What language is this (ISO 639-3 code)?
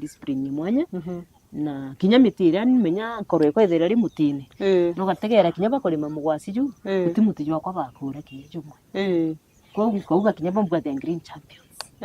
mer